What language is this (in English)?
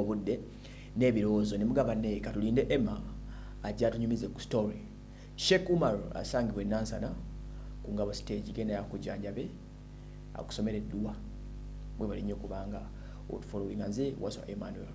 Ganda